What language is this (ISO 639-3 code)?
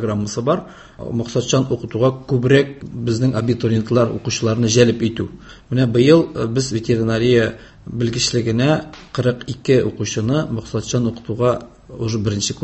tat